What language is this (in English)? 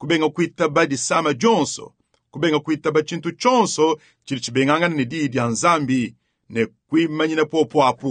Luba-Lulua